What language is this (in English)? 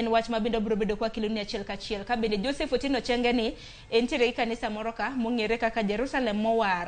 Luo (Kenya and Tanzania)